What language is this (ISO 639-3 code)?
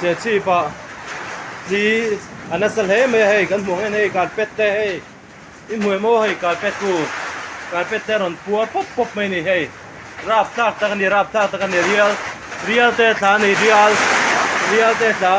lus